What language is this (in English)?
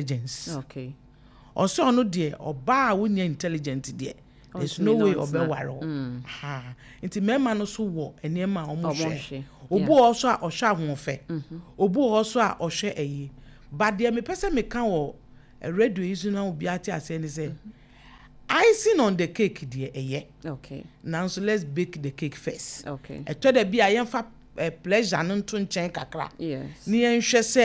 Akan